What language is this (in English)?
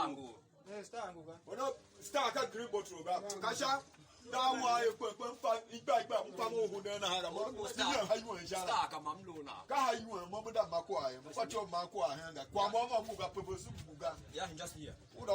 Tiv